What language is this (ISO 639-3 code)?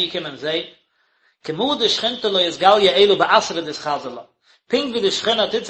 yid